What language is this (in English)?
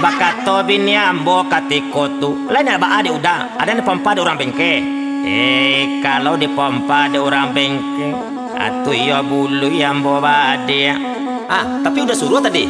Minangkabau